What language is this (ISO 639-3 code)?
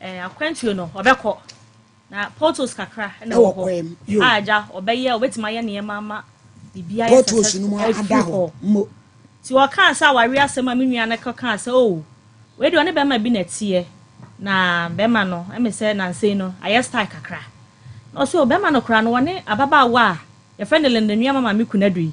aka